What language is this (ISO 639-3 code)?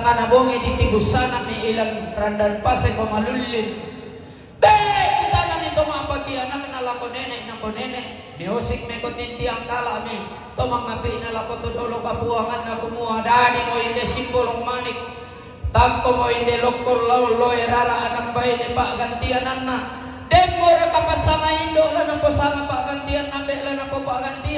sda